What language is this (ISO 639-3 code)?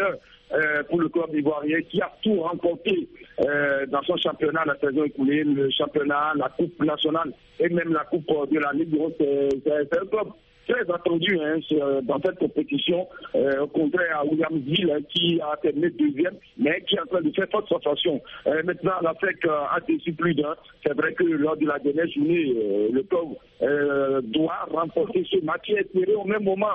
fra